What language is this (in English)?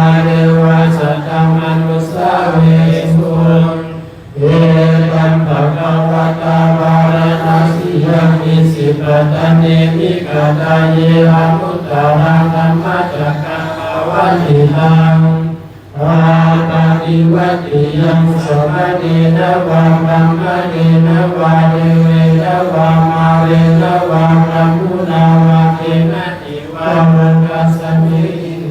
Pali